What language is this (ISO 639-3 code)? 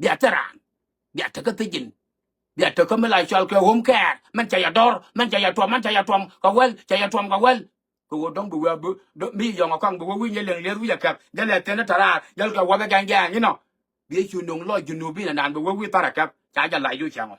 nus